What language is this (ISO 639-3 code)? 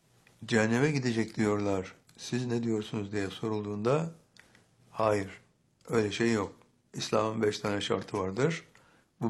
tur